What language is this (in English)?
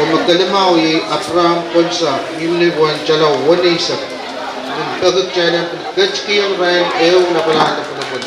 Pohnpeian